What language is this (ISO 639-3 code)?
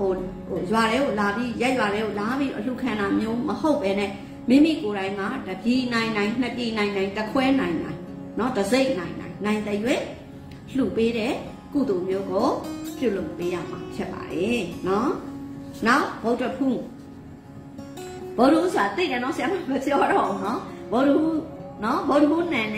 mya